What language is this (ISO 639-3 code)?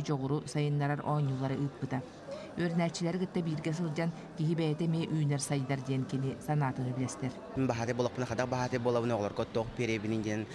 sah